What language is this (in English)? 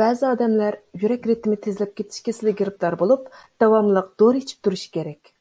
Uyghur